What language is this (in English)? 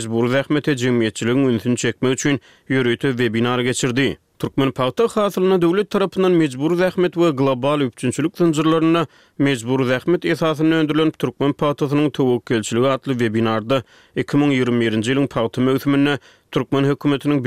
Turkmen